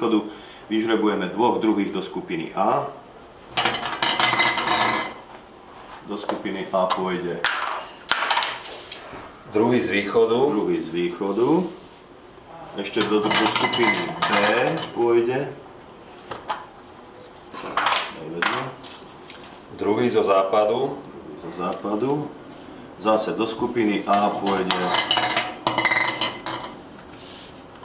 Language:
Slovak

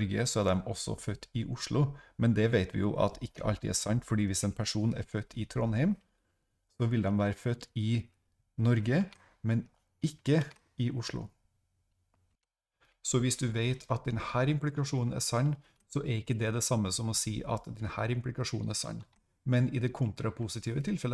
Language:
Norwegian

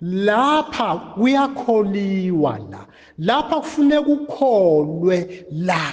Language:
Zulu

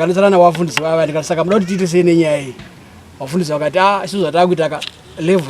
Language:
Shona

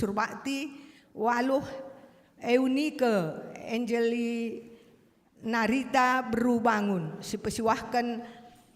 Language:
Batak Karo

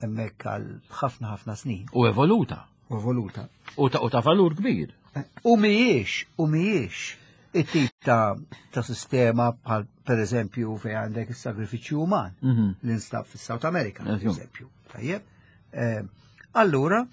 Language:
Maltese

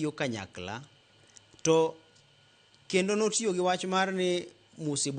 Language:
Luo (Kenya and Tanzania)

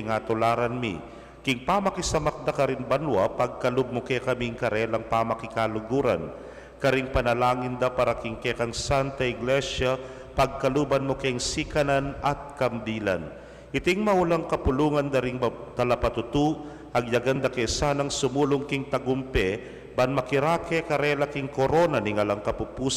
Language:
Pampanga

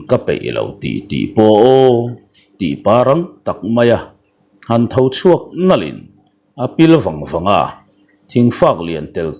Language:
Mizo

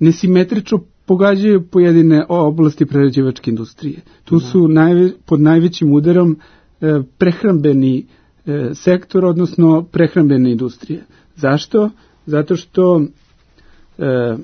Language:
Serbian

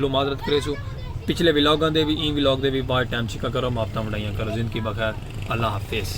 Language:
Saraiki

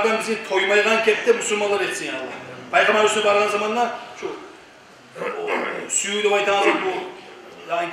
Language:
Kumyk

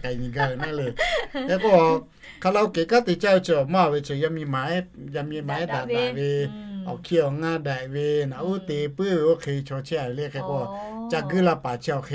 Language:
Lahu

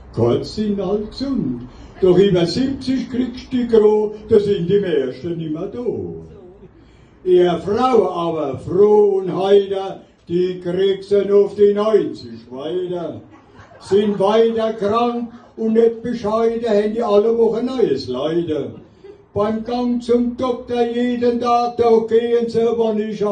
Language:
Palatine German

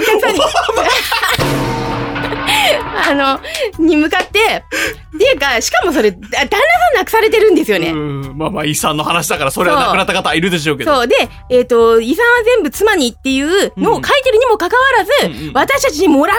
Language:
Japanese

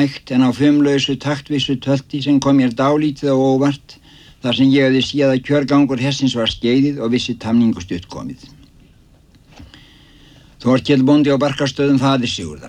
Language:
Icelandic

